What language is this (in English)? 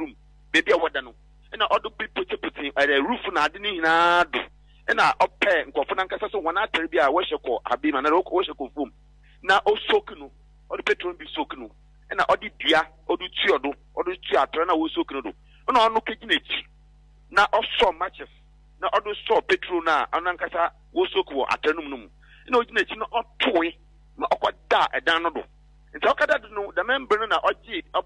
Akan